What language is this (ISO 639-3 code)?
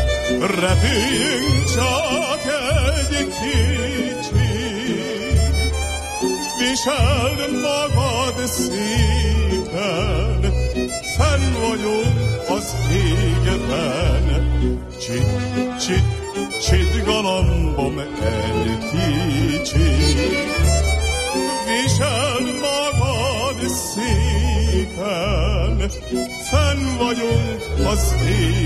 hun